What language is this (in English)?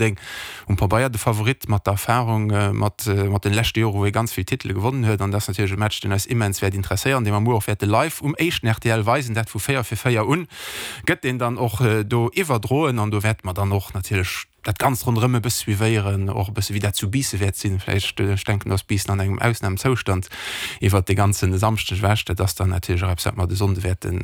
Luxembourgish